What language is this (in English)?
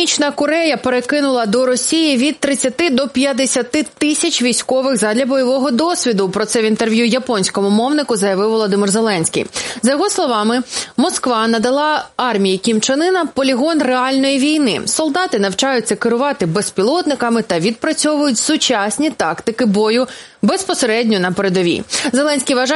Ukrainian